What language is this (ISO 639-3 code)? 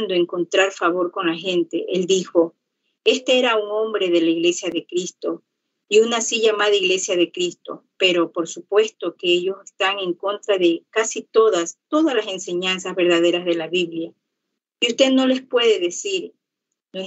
spa